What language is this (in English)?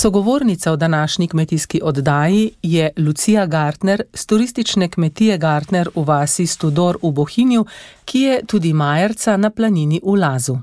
Slovenian